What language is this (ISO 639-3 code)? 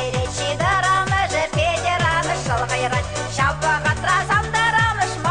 chv